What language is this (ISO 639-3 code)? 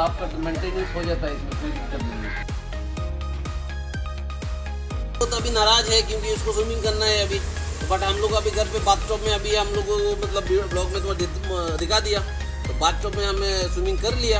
hin